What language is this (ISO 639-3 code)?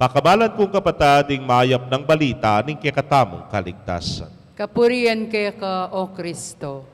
pam